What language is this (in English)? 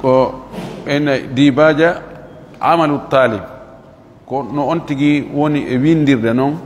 Fula